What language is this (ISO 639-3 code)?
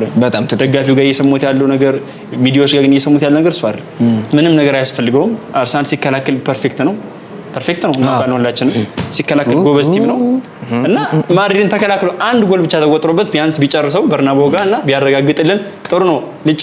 amh